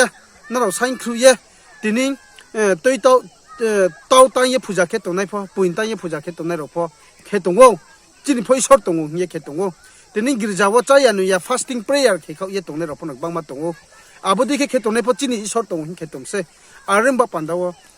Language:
Riang (India)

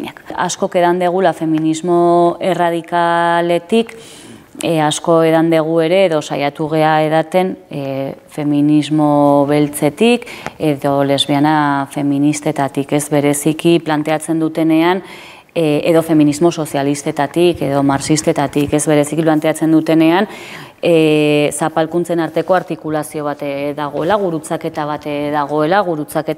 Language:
Basque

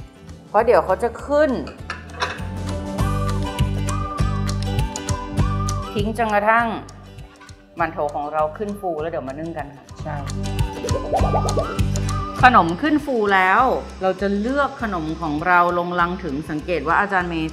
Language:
Thai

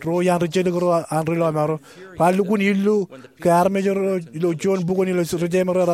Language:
Marshallese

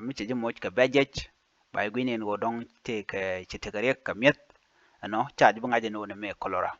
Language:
Nuer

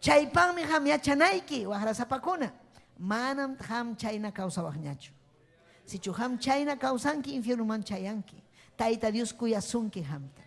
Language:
Ayacucho Quechua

